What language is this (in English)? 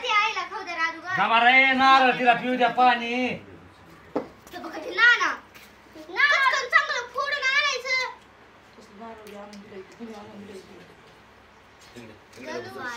Marathi